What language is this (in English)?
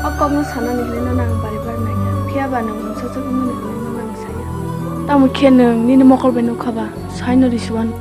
Kok Borok